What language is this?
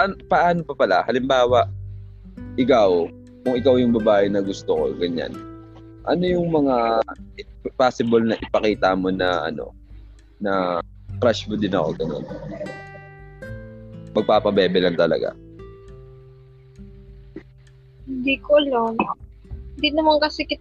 Filipino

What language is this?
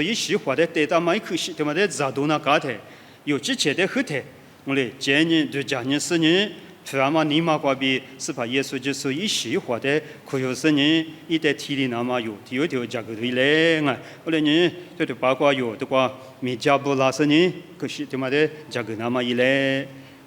Lisu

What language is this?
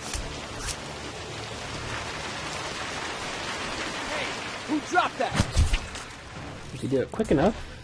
English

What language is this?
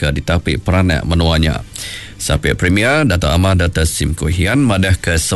Iban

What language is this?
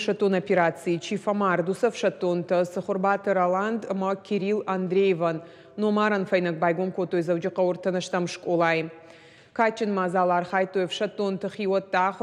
Ossetic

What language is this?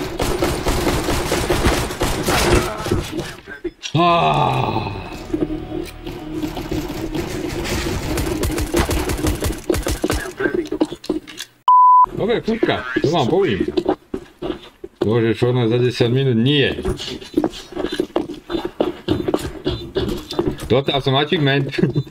Slovak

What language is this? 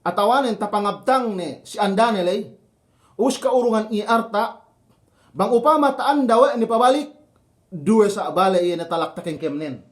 Yakan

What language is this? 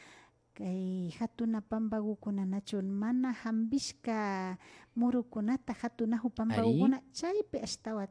Imbabura Highland Quichua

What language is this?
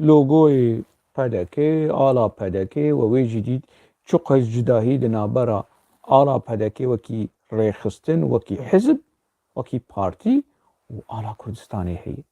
Kurdish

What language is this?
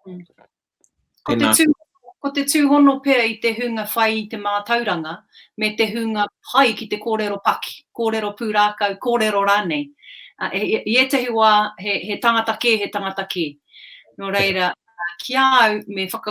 Māori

